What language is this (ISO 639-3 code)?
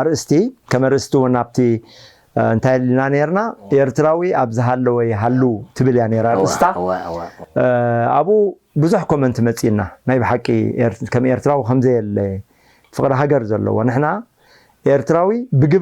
tir